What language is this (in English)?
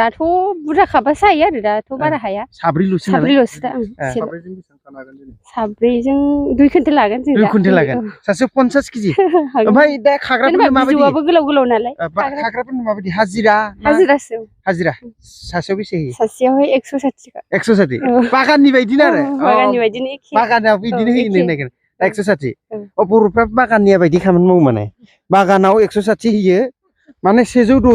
Bodo